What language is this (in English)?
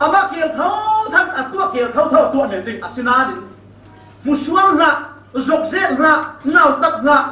Falam Chin